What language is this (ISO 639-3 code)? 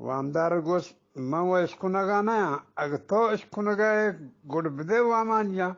bgp